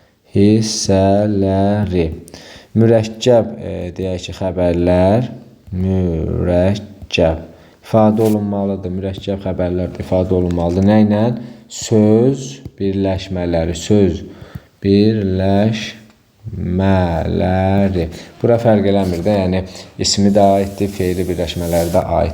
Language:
Azerbaijani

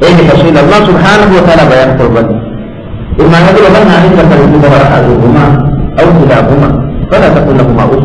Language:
Divehi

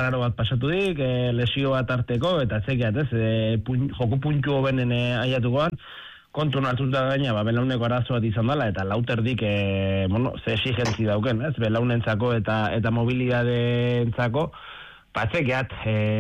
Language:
Basque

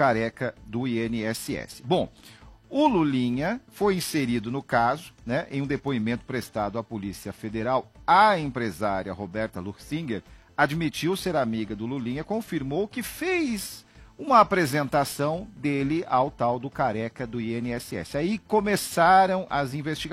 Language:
Portuguese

